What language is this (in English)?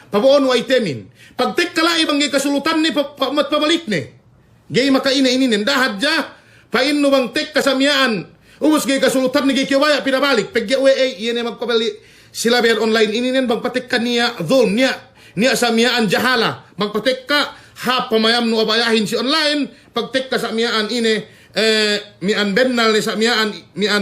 Yakan